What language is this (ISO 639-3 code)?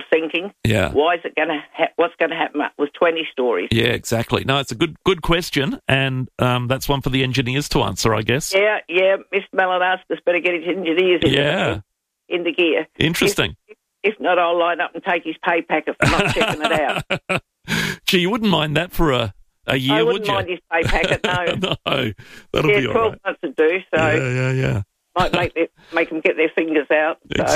eng